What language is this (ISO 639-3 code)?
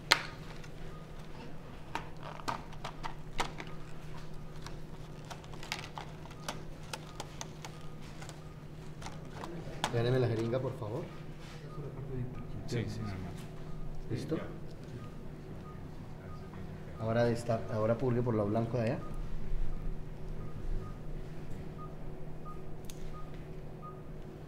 spa